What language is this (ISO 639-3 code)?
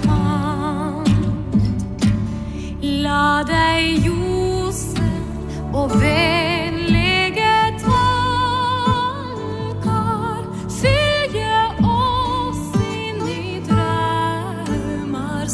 nor